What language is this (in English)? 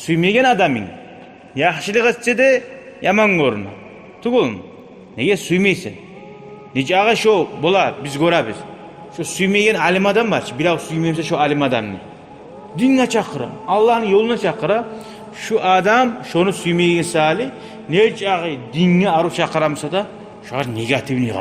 Kumyk